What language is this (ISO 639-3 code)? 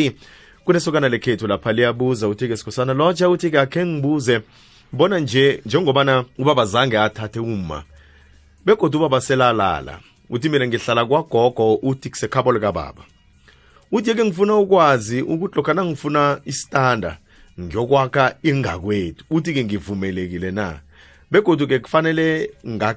nbl